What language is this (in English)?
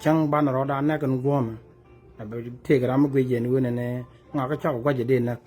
Nuer